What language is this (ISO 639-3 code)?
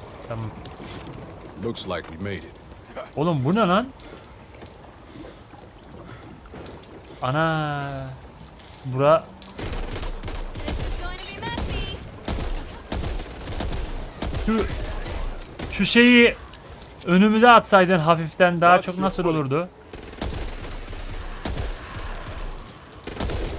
tur